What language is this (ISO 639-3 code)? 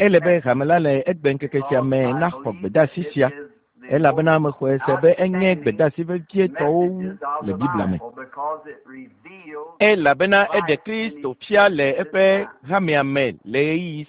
ewe